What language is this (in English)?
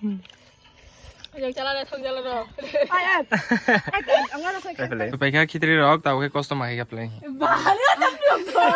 Kok Borok